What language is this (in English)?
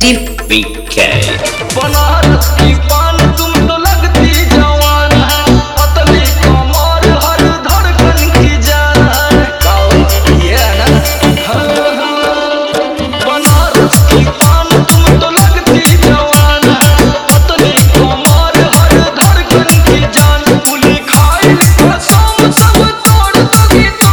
Bhojpuri